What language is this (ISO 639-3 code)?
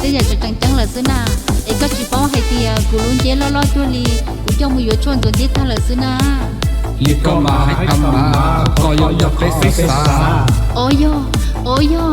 hmn